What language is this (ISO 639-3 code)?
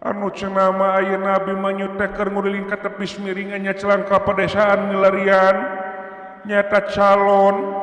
sun